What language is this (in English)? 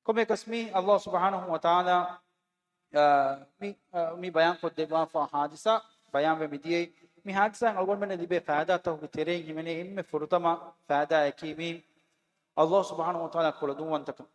Divehi